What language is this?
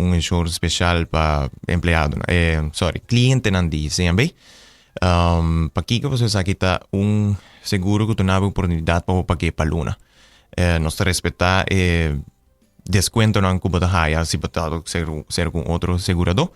Papiamento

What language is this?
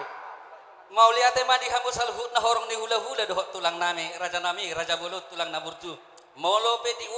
Batak Toba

